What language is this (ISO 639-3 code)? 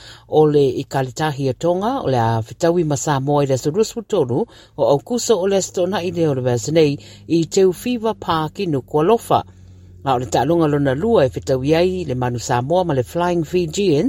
smo